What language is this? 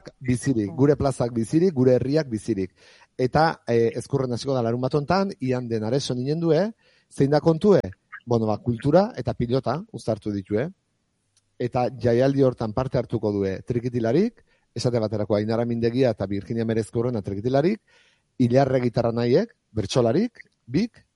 Basque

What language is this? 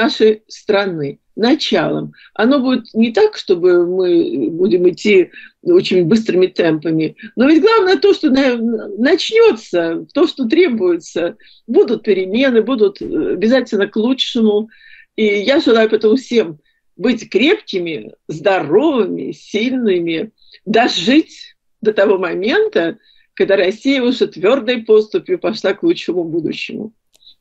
Russian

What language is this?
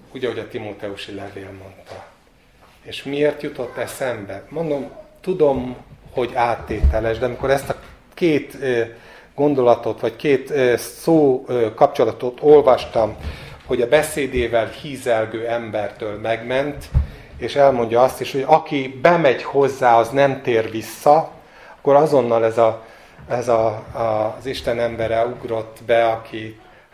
Hungarian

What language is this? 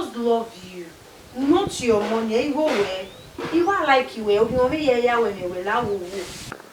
Bini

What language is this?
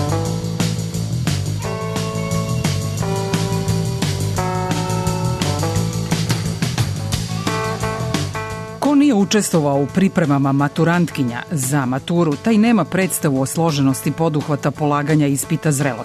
Serbian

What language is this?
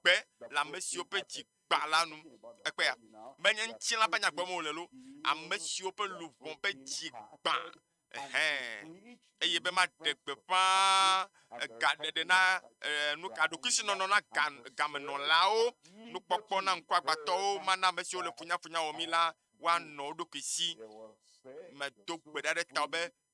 Ewe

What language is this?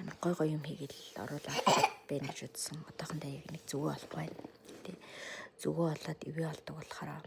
Mongolian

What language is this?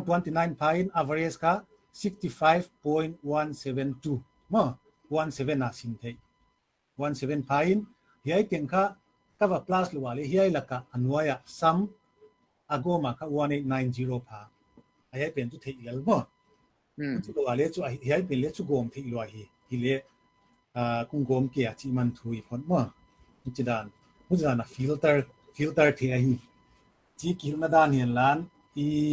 Paite Chin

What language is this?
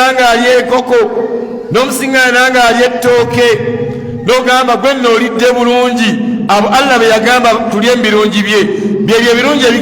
Ganda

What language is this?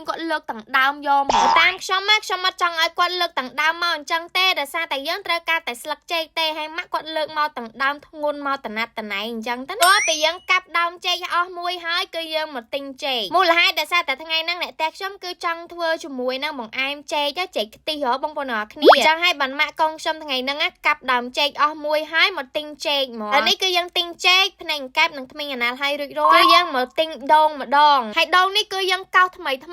Khmer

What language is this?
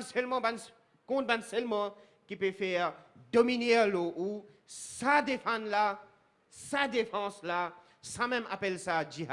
Morisyen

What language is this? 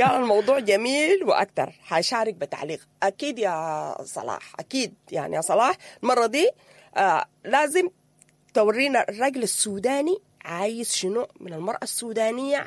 Sudanese Arabic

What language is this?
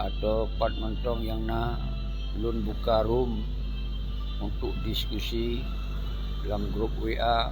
Achinese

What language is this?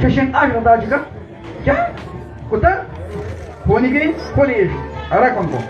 Kekchí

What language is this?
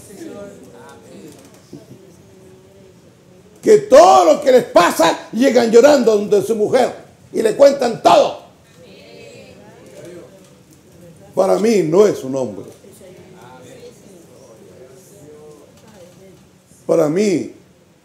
Spanish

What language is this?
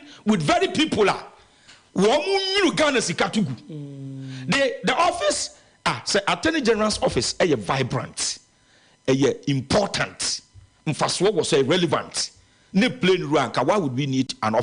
Akan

